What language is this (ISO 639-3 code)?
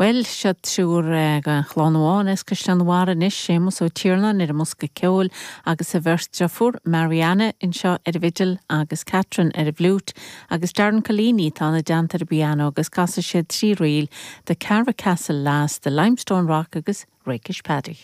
gle